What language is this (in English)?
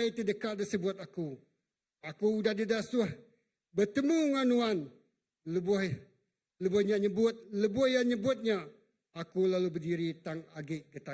Iban